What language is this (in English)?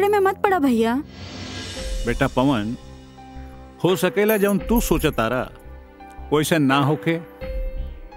Bhojpuri